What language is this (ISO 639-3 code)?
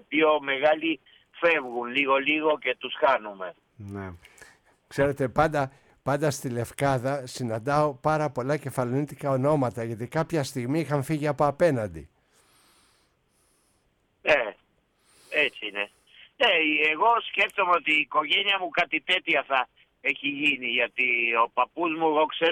ell